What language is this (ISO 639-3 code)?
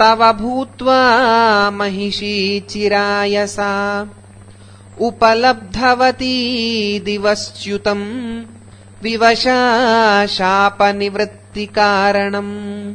san